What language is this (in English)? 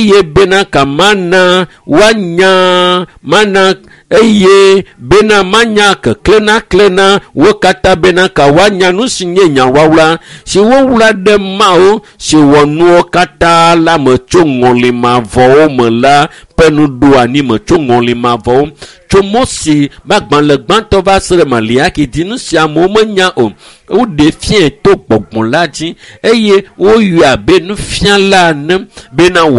Ewe